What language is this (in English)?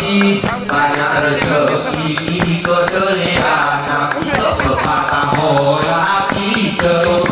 Gayo